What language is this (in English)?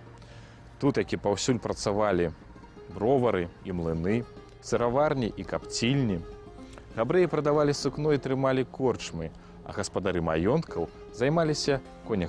Belarusian